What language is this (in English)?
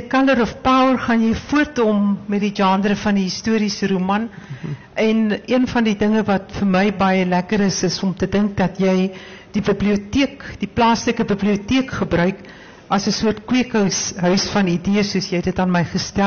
Afrikaans